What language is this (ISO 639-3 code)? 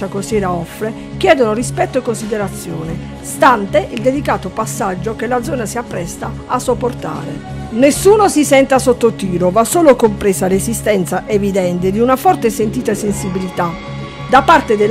ita